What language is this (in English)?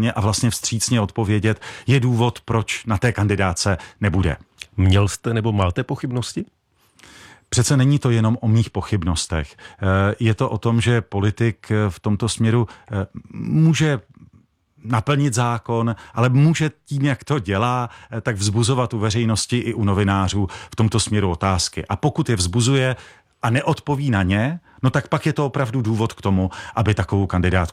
Czech